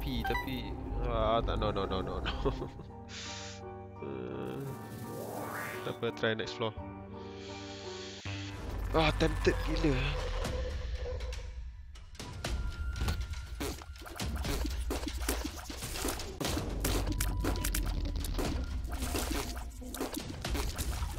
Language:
Malay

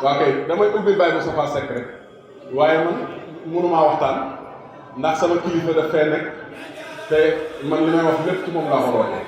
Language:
Wolof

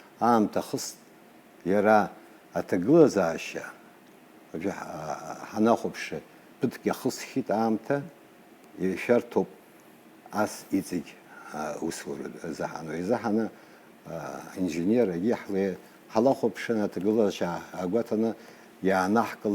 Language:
Abkhazian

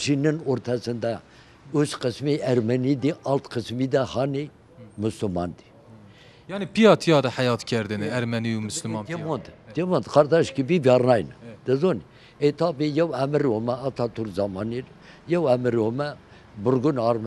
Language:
Zaza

